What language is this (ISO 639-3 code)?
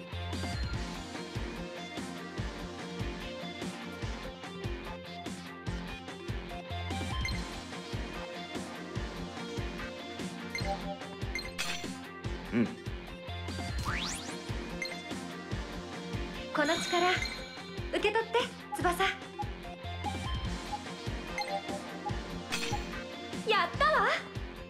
jpn